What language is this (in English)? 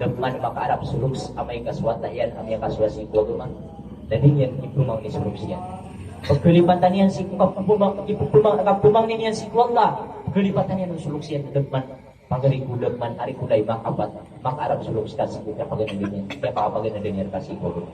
Maranao